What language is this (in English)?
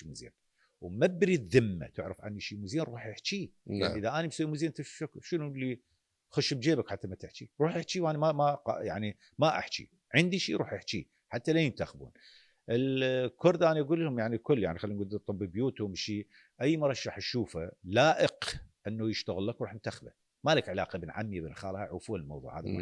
Mesopotamian Arabic